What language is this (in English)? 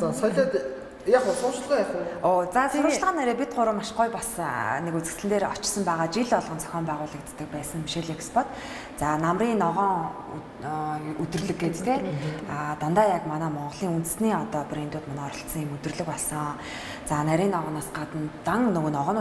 Mongolian